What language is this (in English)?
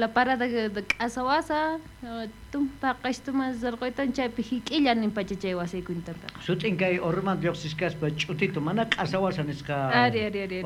South Bolivian Quechua